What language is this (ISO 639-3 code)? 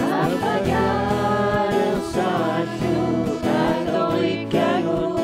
kal